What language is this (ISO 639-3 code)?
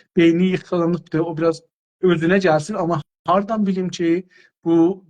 azb